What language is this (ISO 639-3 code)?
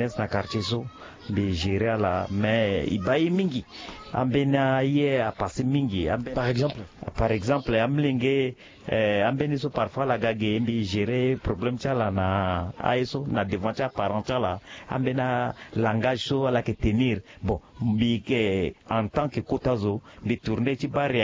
sag